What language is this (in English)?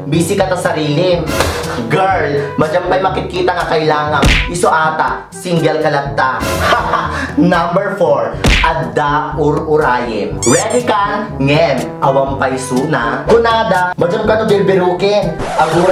Iloko